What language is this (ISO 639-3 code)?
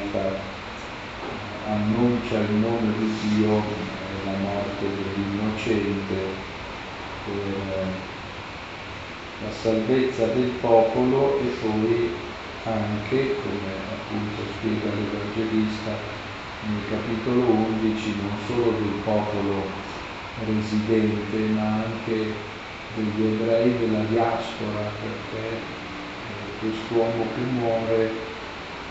ita